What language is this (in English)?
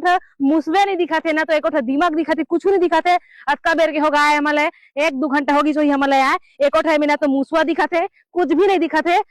Chhattisgarhi